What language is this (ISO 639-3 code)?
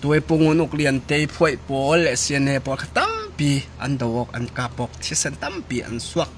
cfm